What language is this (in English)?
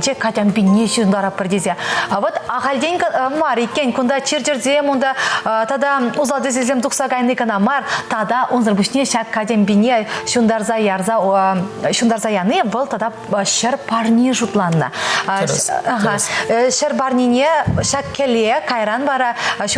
Chuvash